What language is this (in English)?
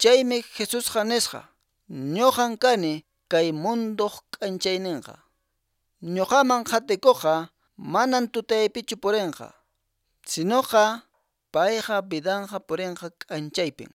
Quechua